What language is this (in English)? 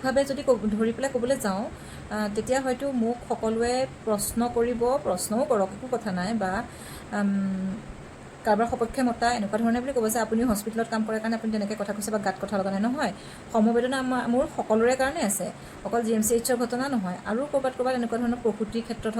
Assamese